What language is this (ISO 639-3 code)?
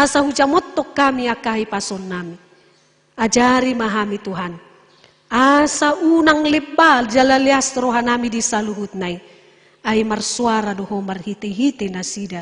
bbc